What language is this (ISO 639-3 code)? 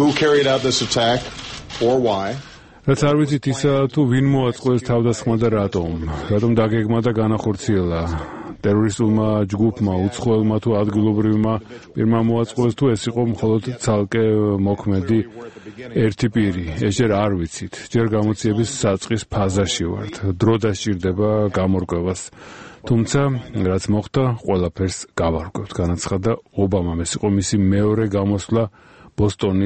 kat